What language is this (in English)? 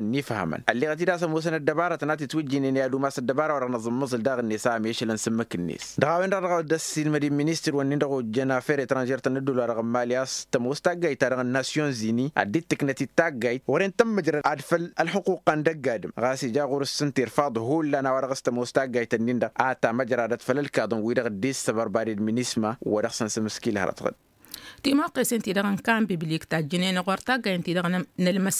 Tamasheq